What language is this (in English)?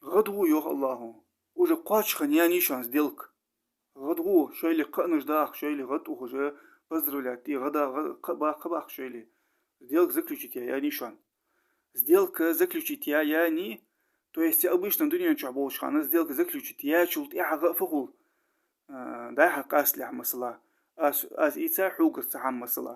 Ingush